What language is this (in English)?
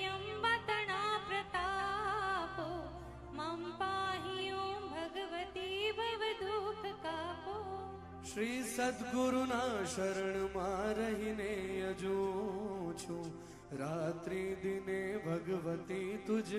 Gujarati